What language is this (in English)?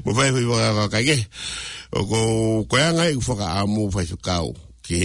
Tongan